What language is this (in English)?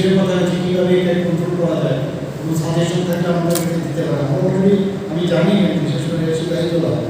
Kok Borok